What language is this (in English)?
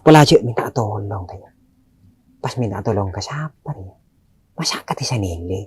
Madurese